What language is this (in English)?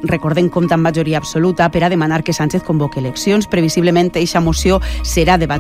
Catalan